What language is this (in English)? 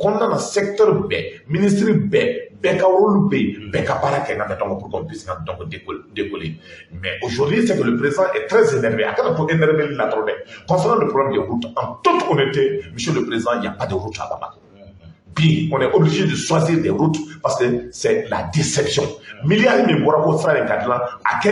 Bambara